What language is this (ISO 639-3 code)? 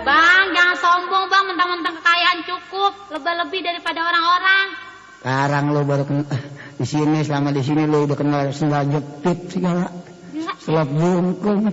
bew